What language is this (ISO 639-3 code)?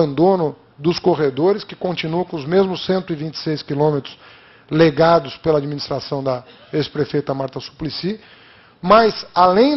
por